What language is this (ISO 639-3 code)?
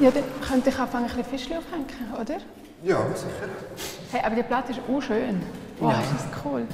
roh